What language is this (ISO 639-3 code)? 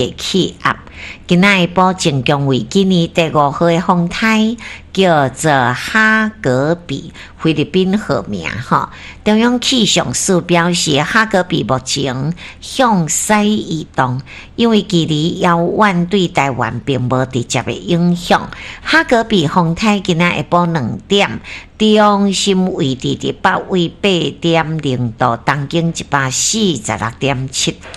nan